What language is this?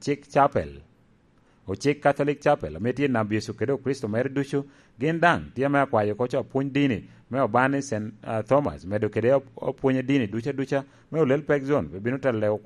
Lango (Uganda)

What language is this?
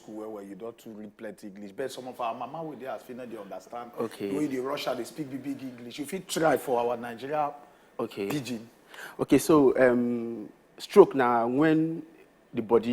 Nigerian Pidgin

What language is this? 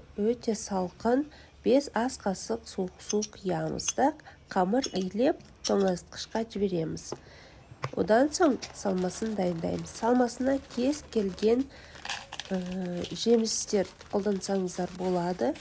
Kazakh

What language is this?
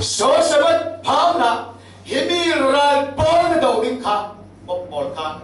Falam Chin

